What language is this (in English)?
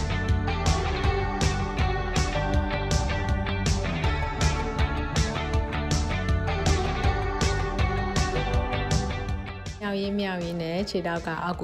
Burmese